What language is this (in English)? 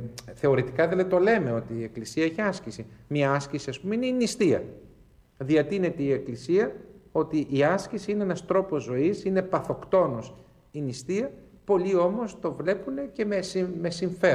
Greek